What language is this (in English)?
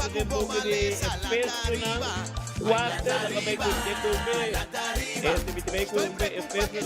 Papiamento